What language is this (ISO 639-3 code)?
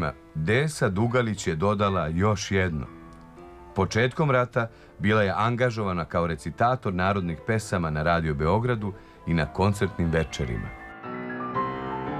srp